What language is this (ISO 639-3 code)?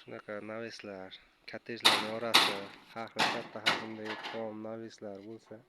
uzb